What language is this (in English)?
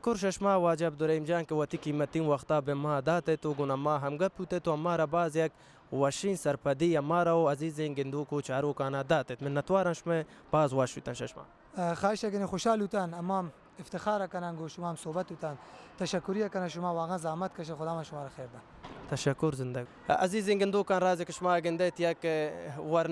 Baluchi